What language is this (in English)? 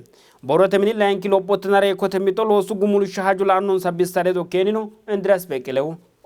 Sidamo